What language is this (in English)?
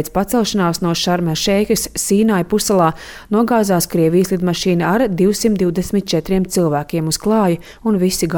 Latvian